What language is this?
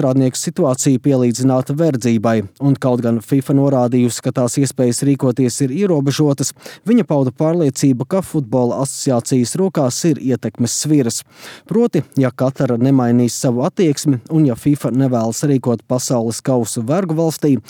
Latvian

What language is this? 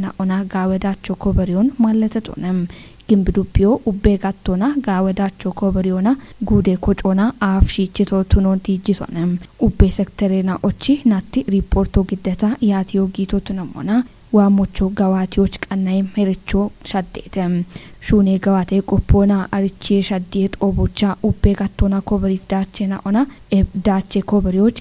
Kafa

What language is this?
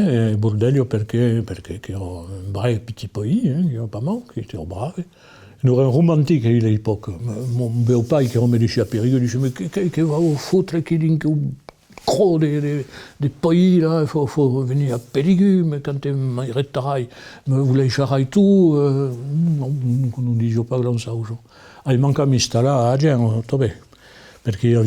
Occitan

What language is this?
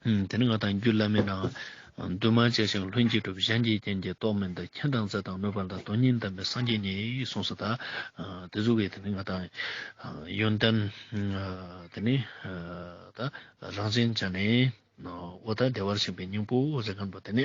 Ladakhi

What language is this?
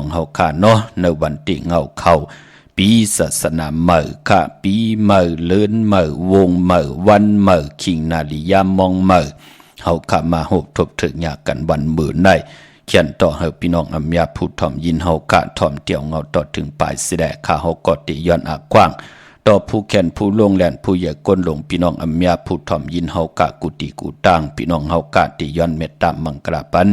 Shan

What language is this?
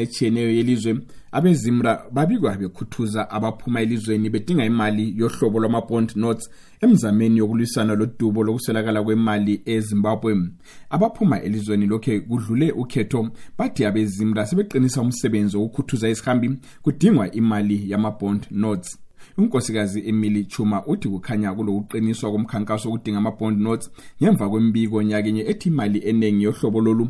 North Ndebele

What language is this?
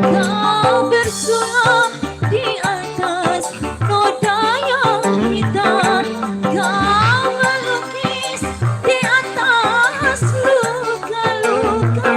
Betawi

